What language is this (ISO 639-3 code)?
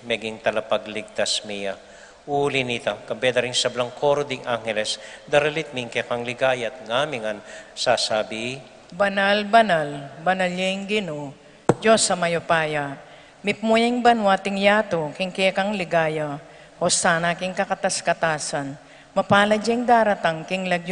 pam